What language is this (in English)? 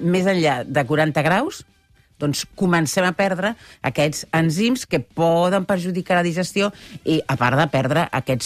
Catalan